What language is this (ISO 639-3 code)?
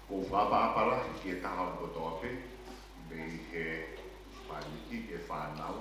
ton